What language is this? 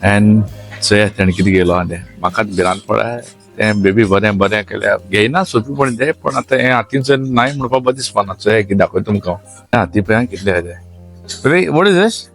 Konkani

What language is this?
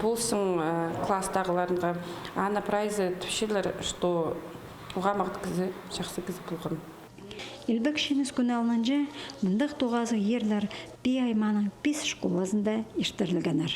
Khakas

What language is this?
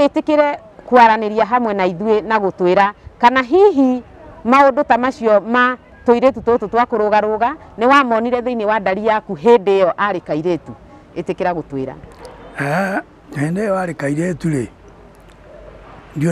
Kikuyu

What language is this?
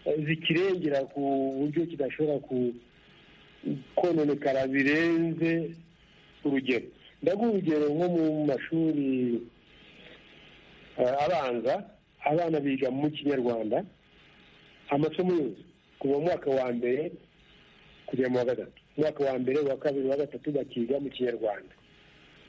Kinyarwanda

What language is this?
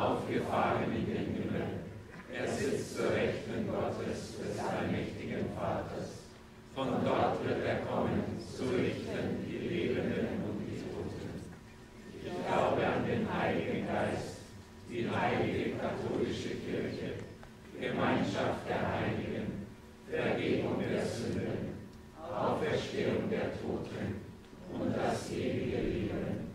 German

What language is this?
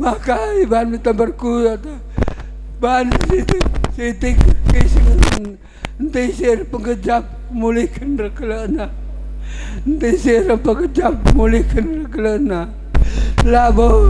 Batak Karo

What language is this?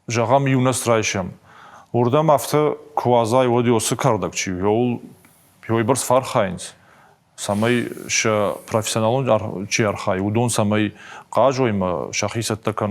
Ossetic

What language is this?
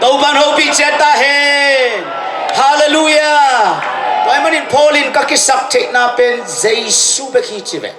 Tedim Chin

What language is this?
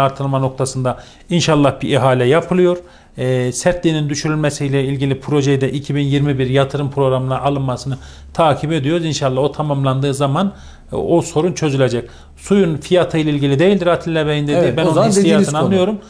Turkish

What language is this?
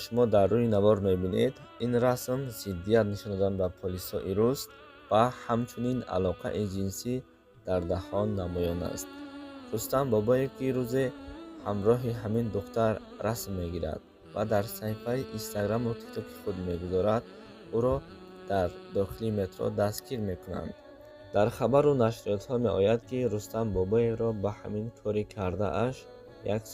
Tajik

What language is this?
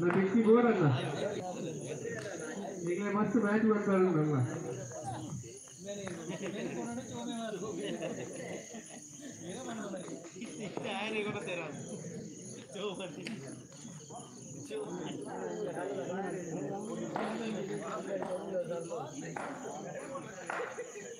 Kannada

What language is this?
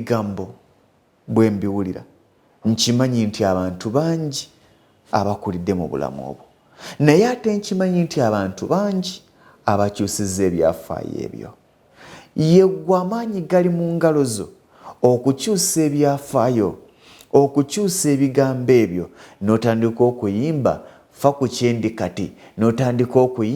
Ganda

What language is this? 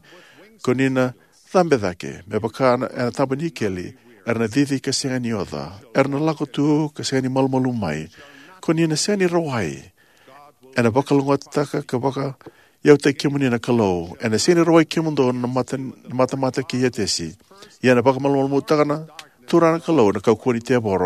Fijian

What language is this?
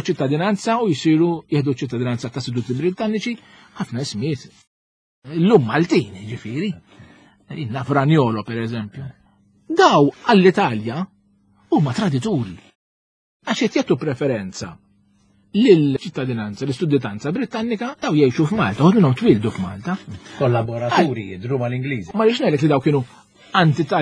Maltese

